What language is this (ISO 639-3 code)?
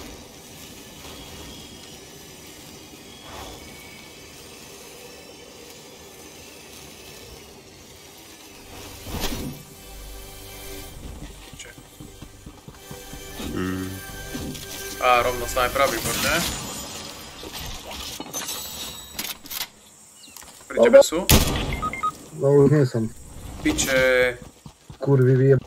slk